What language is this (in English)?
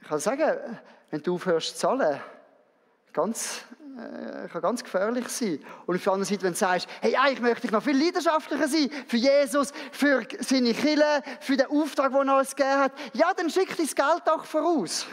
Swiss German